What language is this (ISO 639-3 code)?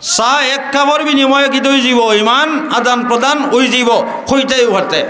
syl